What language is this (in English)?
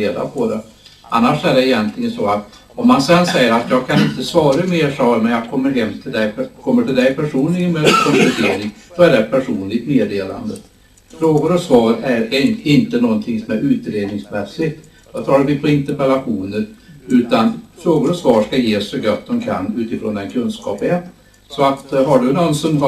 Swedish